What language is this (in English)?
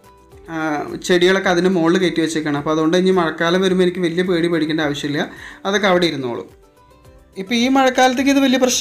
Malayalam